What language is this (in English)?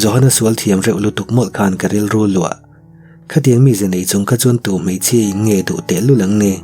Mizo